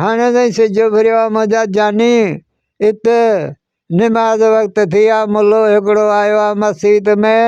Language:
Sindhi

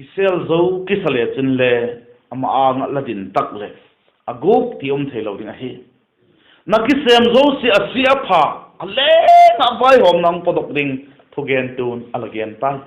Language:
Vaiphei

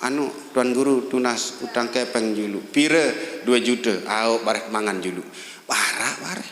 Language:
Sasak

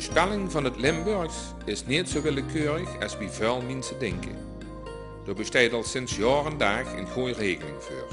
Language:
Limburgish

